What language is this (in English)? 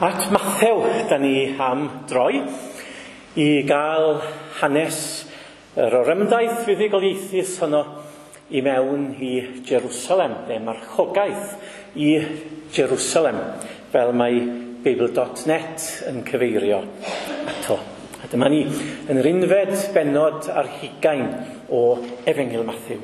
Welsh